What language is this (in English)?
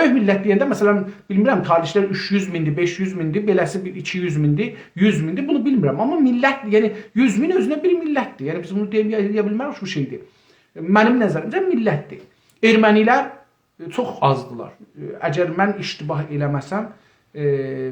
South Azerbaijani